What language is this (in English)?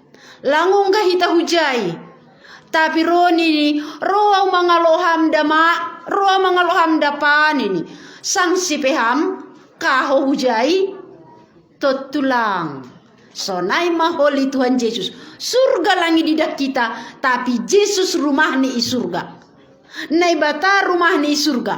Batak Simalungun